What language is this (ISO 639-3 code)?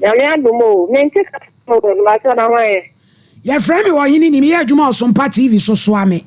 aka